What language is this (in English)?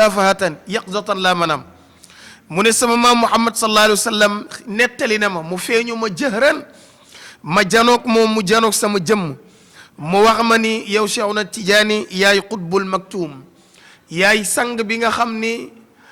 Wolof